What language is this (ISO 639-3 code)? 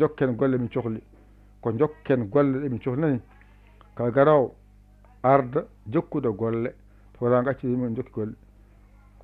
ful